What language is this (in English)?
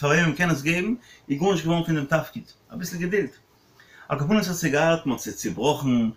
Yiddish